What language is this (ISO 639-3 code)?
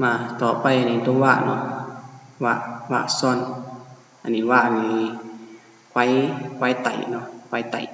shn